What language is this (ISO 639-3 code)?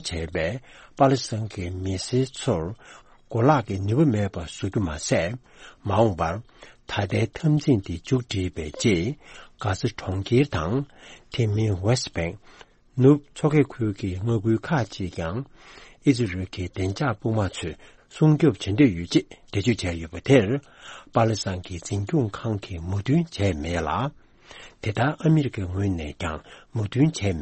bod